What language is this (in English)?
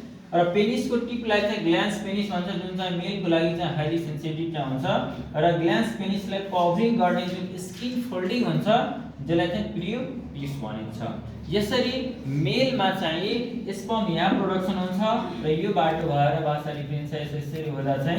Nepali